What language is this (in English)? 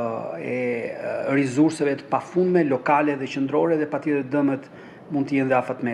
Albanian